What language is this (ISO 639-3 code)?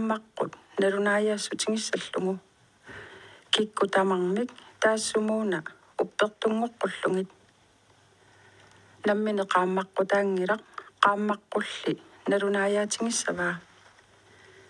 kal